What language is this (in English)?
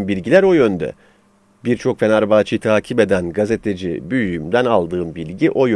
Turkish